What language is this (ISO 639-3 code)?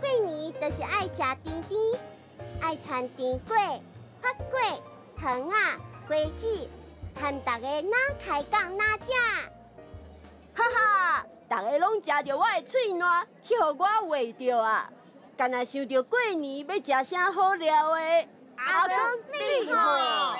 nan